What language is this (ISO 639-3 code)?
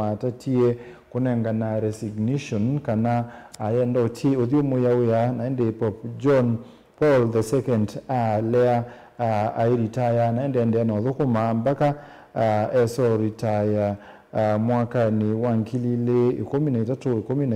kam